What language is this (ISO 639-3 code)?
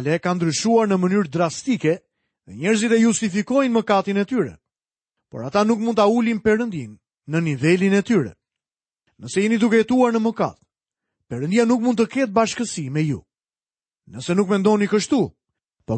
sqi